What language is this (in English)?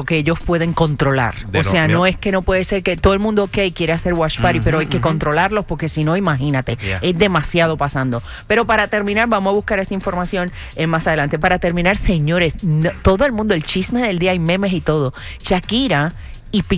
Spanish